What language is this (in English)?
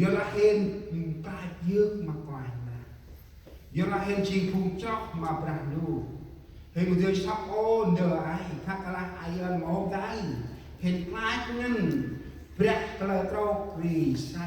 Central Mnong